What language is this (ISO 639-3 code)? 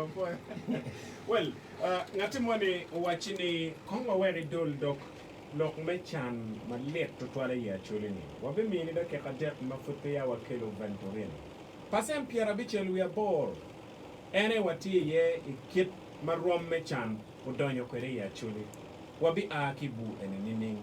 ach